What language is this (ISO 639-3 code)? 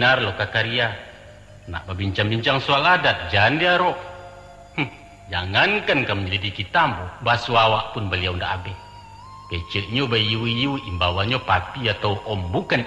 min